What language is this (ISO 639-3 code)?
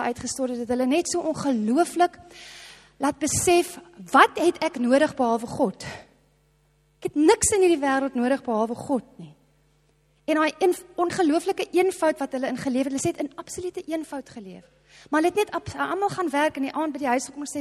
afr